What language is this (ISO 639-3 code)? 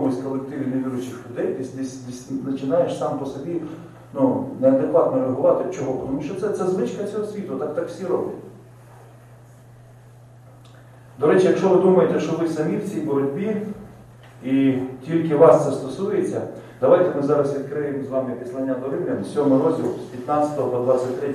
ukr